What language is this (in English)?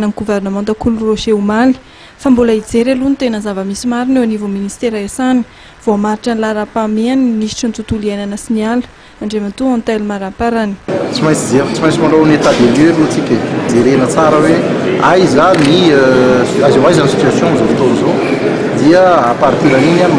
Malagasy